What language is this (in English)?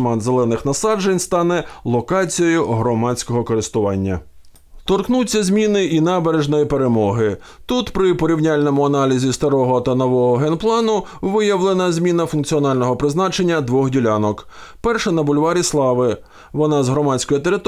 Ukrainian